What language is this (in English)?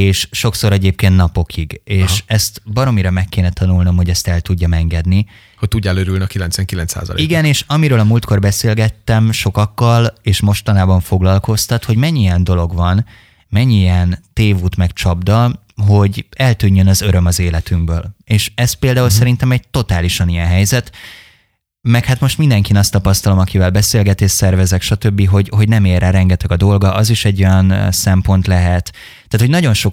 Hungarian